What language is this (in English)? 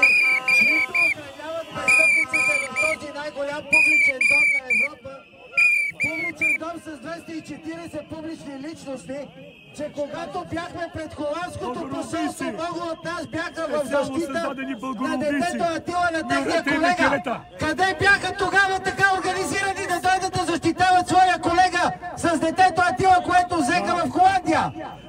Bulgarian